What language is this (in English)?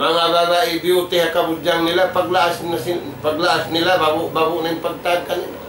Tausug